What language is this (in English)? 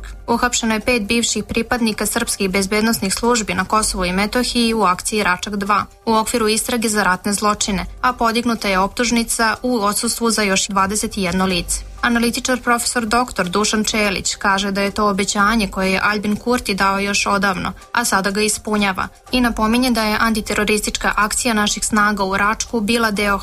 Serbian